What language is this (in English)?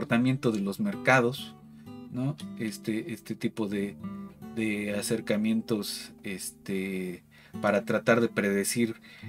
Spanish